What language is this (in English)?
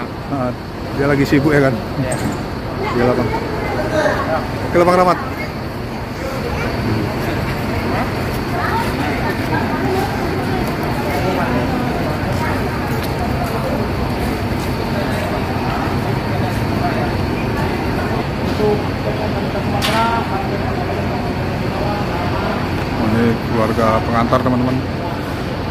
Indonesian